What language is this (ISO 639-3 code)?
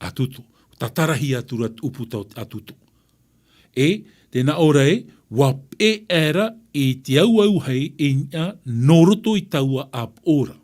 tah